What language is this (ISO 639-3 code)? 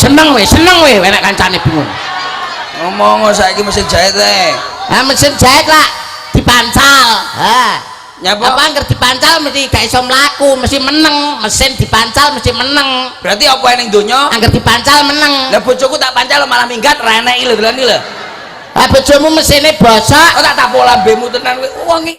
jav